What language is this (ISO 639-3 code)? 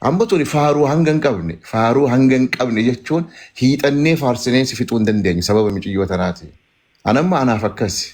orm